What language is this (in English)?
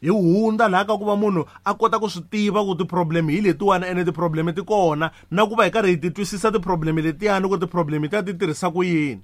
Tsonga